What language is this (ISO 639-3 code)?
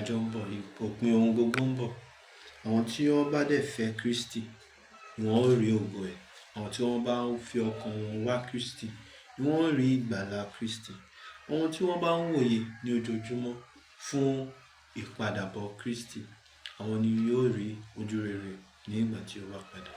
yor